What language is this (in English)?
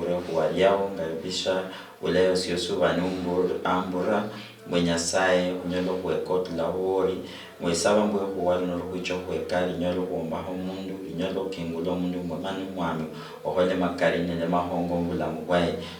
Luyia